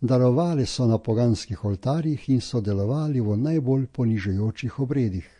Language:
Slovenian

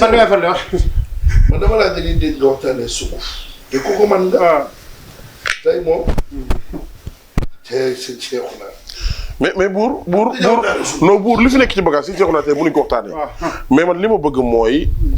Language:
Wolof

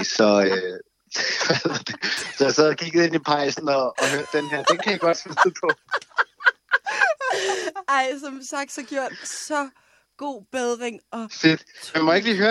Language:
Danish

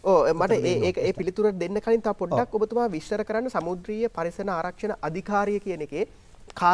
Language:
Sinhala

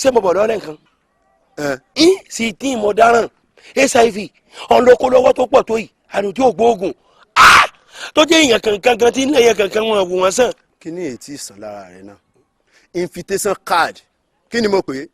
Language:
Yoruba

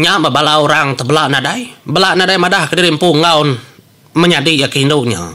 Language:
Iban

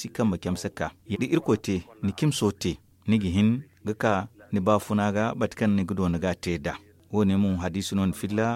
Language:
Zarma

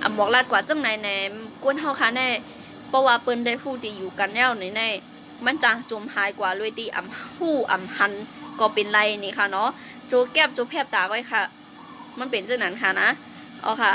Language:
Shan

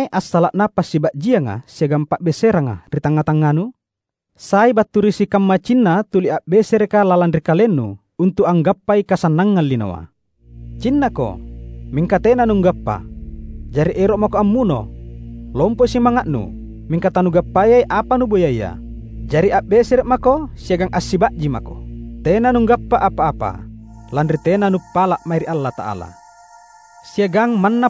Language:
Makasar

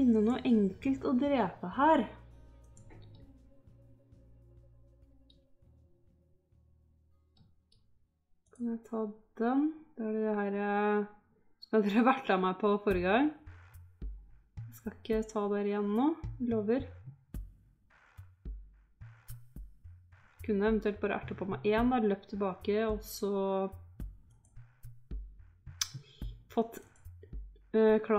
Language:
Norwegian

